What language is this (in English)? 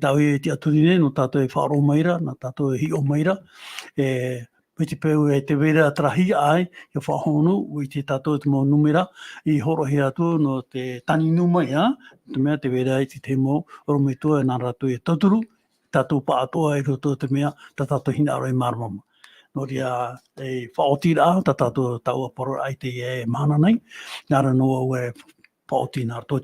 Tahitian